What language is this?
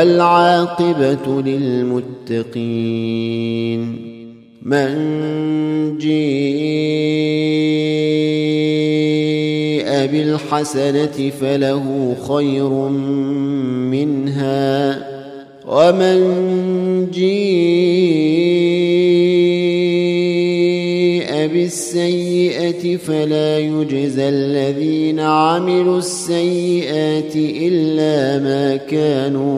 Arabic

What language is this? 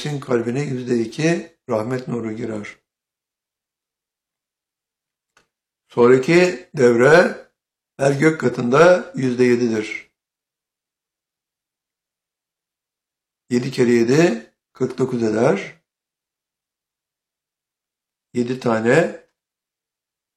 Turkish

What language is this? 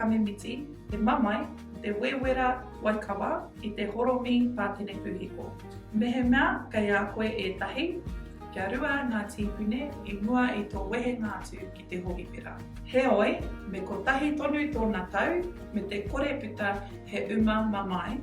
Māori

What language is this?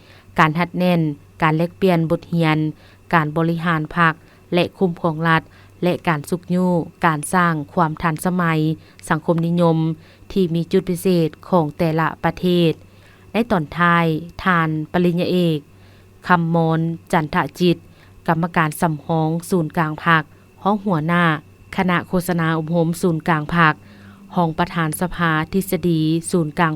Lao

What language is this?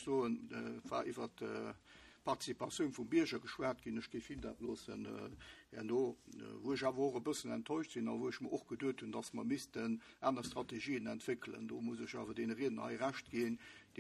Luxembourgish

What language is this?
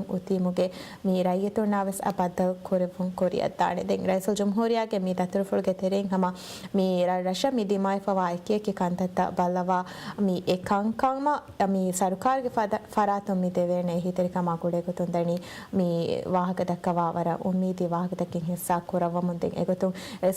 Divehi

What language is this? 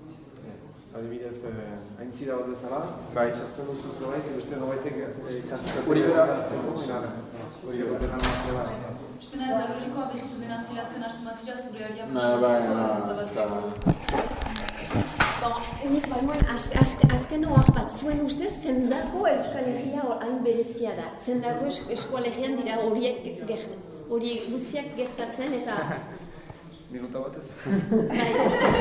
Basque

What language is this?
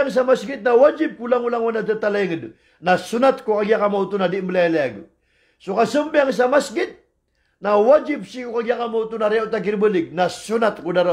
Maranao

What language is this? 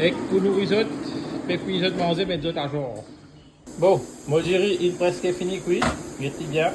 Morisyen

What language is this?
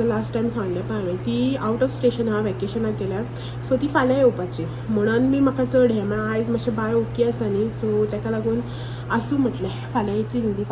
Konkani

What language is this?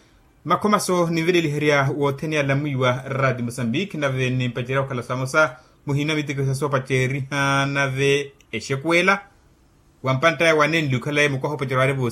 Makhuwa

